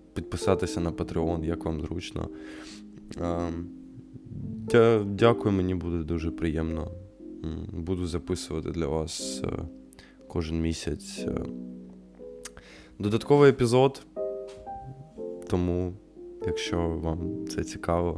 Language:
Ukrainian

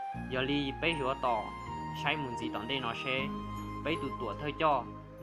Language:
Hmong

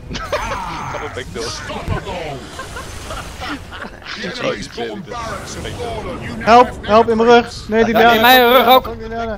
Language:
Dutch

